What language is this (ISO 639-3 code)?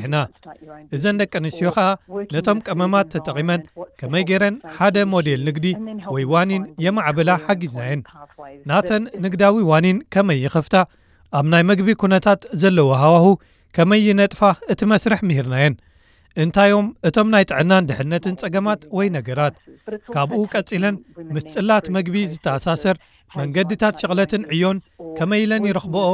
tir